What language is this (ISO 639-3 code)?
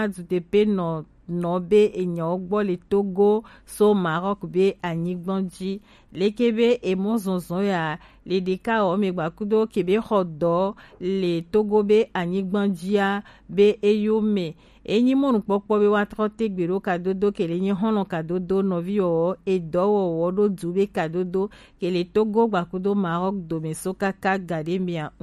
gej